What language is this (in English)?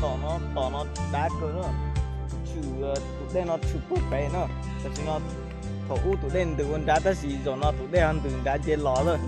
Hmong